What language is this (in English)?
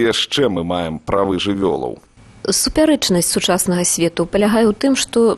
Belarusian